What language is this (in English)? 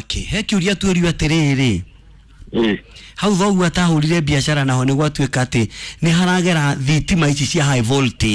Kikuyu